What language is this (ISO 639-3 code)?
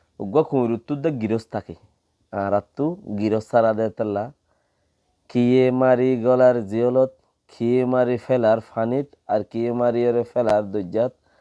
rhg